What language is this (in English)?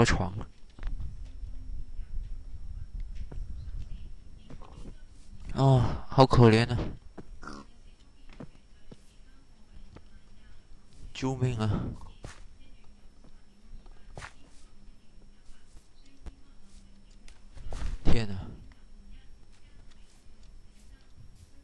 Chinese